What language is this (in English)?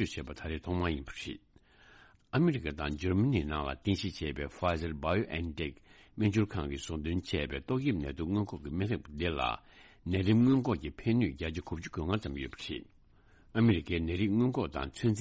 Tibetan